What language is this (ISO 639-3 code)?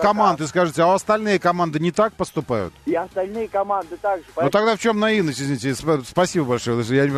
rus